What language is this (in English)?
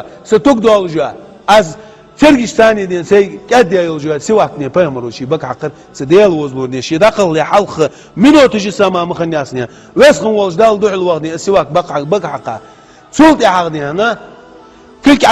Ingush